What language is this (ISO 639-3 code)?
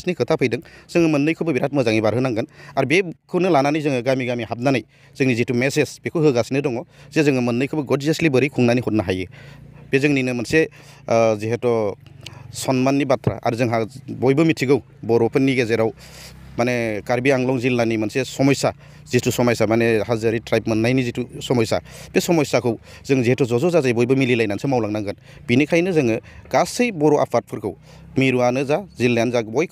brx